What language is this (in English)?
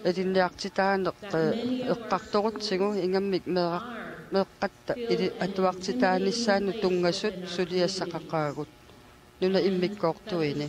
Kalaallisut